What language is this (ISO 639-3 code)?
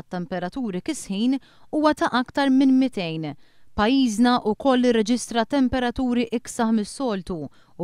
mlt